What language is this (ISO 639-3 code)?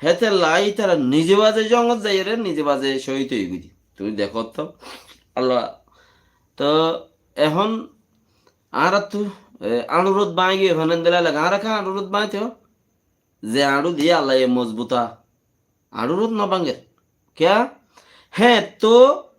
rhg